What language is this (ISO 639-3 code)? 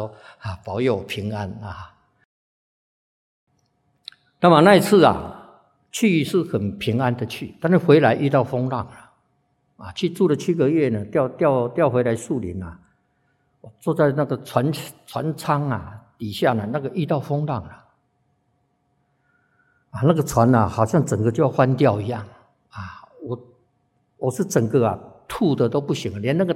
zho